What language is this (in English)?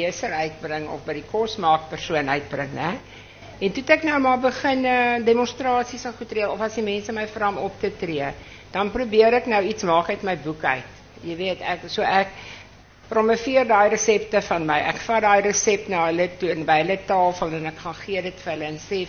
Afrikaans